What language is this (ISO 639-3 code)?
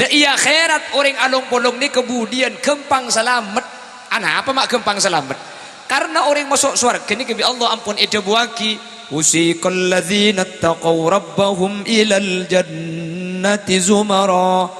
mad